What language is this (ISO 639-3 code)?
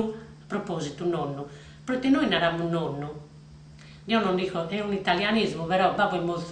srd